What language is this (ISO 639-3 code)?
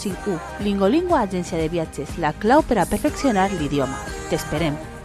cat